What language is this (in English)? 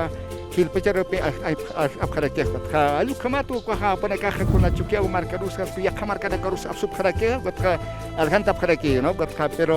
Aymara